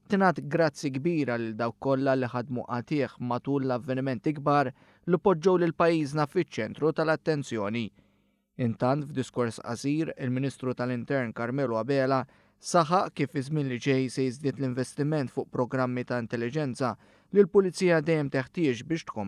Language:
Maltese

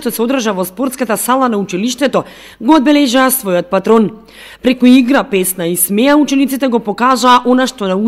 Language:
Macedonian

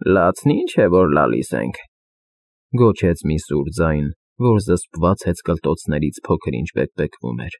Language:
Armenian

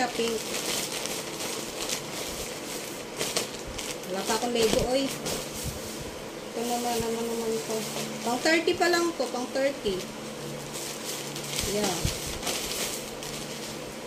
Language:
Filipino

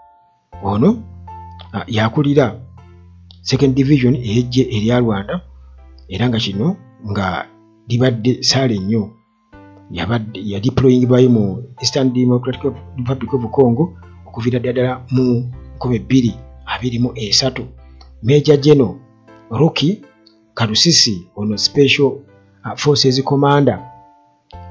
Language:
Ganda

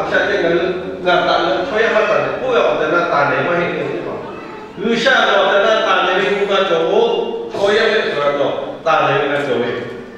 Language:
Lahu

